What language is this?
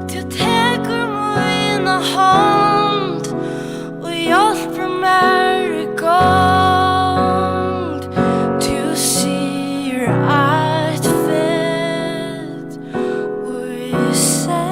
Faroese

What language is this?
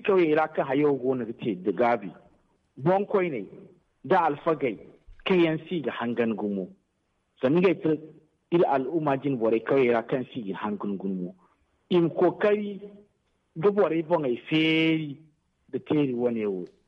Zarma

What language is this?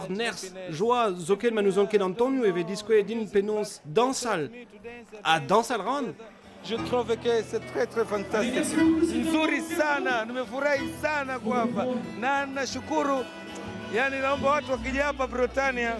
Breton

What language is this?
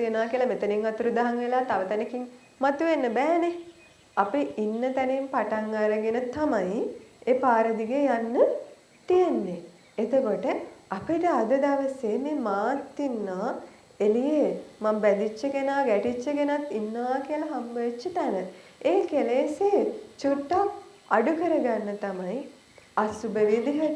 Sinhala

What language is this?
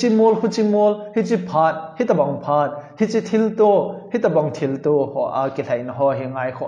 Thado Chin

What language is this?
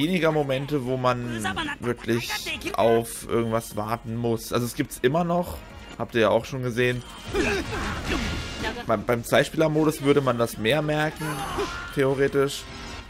German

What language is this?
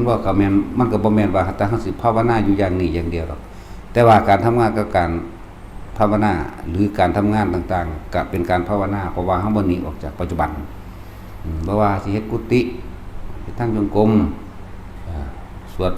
Northeastern Thai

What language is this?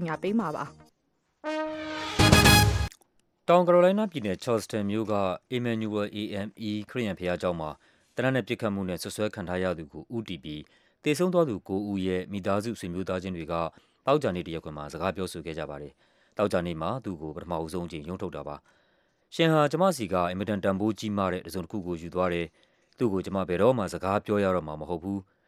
Burmese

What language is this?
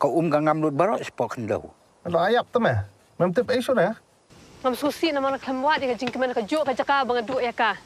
Khasi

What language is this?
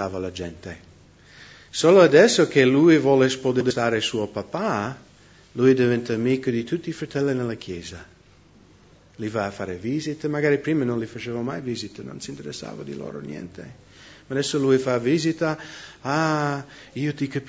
Italian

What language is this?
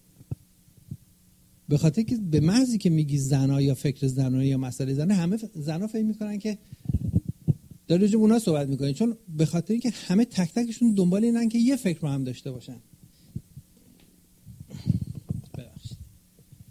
Persian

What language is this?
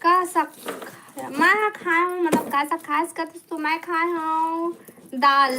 Chhattisgarhi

